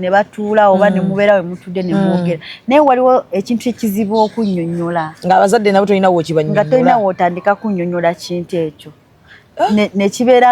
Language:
Ganda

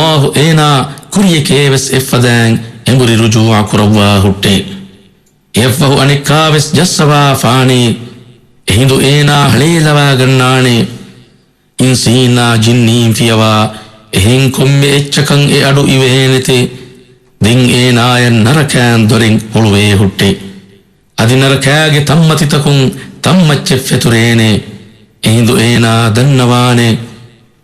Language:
Divehi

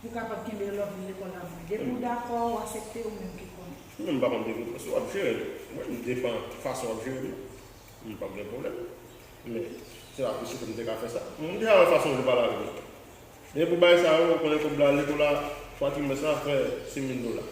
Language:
Haitian Creole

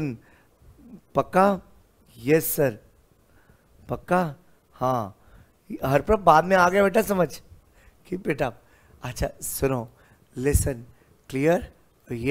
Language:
Hindi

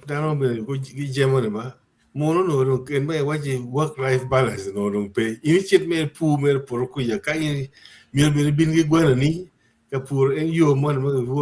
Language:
Acoli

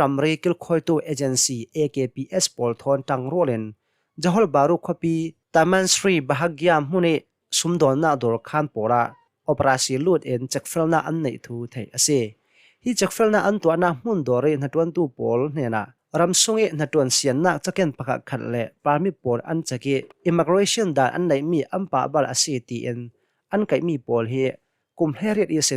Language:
Hakha Chin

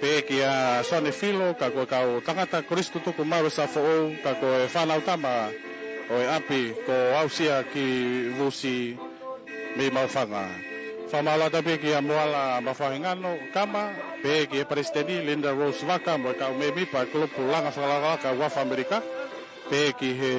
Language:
Tongan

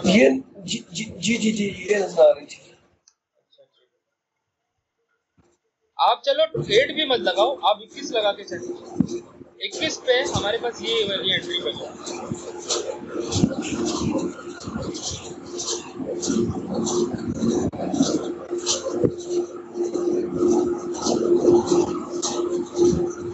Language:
Hindi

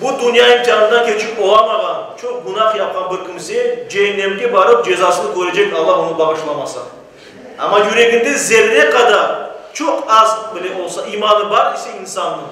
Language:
Crimean Tatar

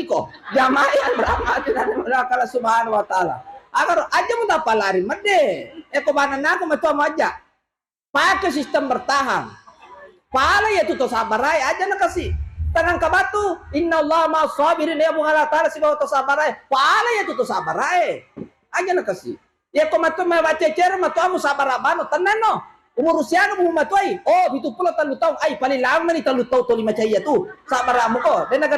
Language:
Buginese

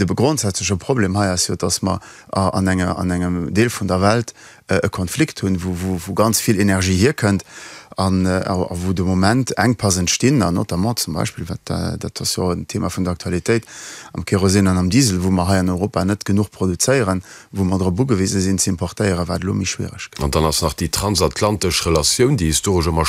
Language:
Luxembourgish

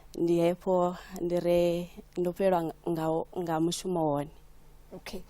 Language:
Venda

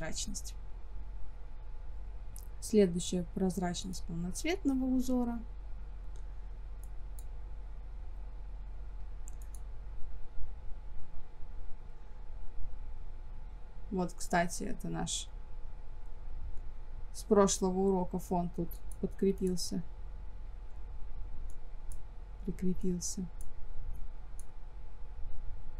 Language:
Russian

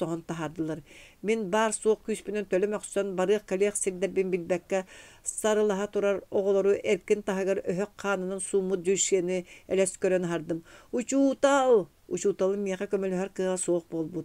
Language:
Yakut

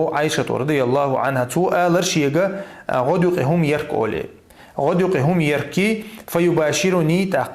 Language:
Chechen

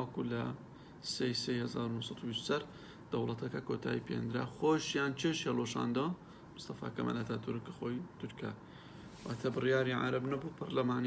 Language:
Central Kurdish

